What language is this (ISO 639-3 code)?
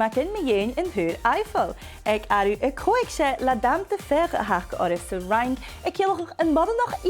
gla